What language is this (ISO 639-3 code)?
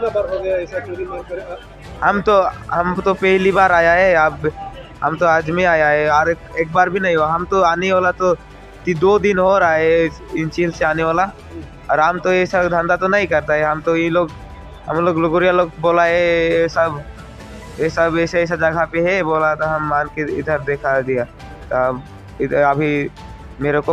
mjw